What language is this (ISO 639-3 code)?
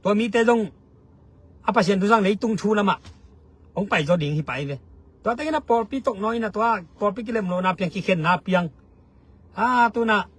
ctd